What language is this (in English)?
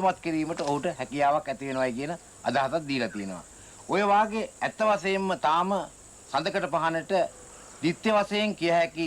Sinhala